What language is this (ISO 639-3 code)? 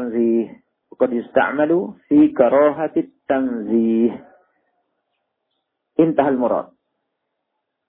ind